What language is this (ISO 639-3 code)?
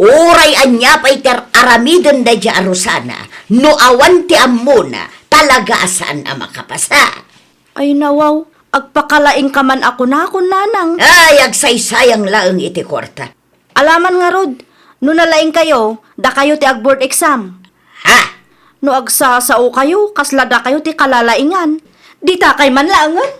ilo